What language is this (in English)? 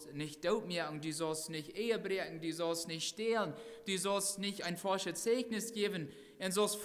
Plautdietsch